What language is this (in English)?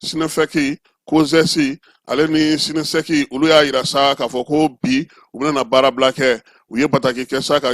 Bambara